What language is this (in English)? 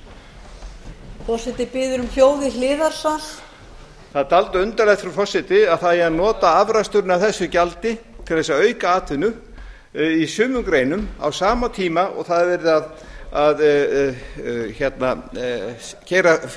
Icelandic